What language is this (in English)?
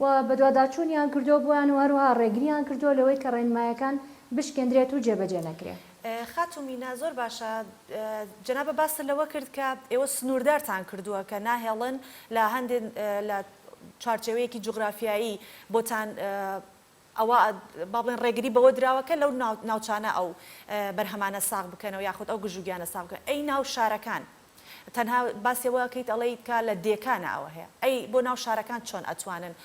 Central Kurdish